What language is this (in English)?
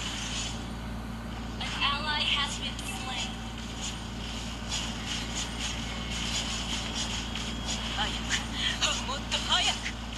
Portuguese